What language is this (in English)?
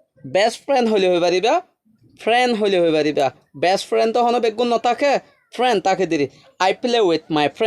Rohingya